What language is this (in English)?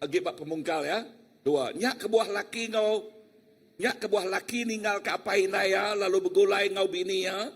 Iban